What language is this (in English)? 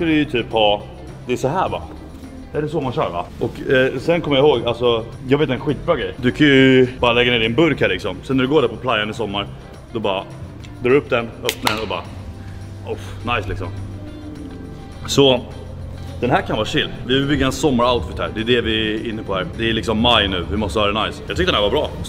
Swedish